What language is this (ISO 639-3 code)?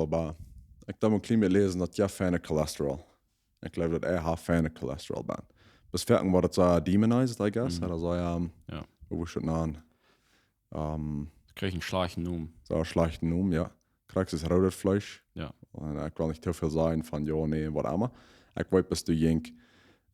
pdt